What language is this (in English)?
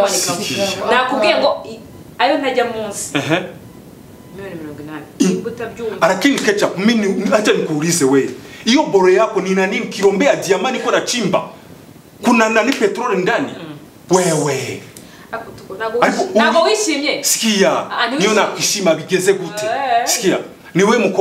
Kinyarwanda